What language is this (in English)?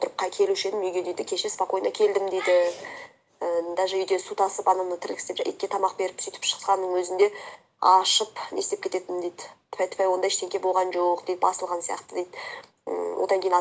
Kazakh